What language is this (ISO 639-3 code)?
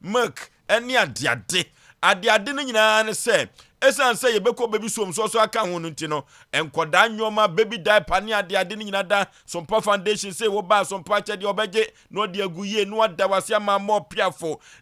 aka